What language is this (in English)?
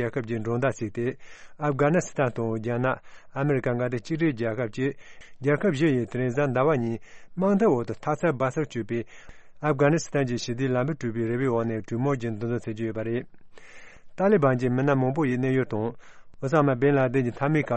Tibetan